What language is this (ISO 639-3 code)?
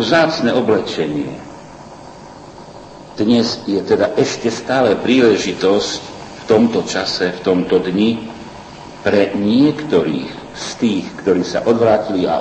slk